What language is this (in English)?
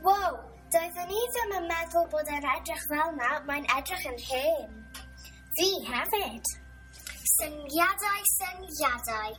Welsh